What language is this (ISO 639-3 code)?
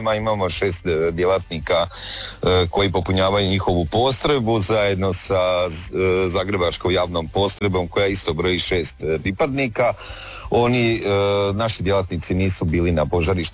hrv